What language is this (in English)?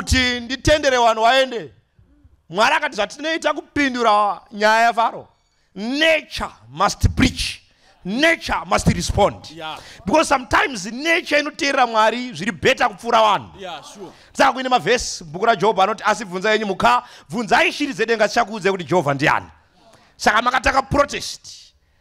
Shona